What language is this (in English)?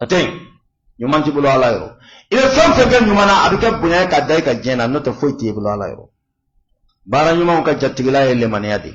Bambara